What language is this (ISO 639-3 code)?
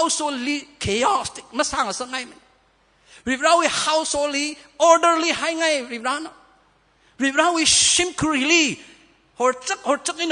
nmf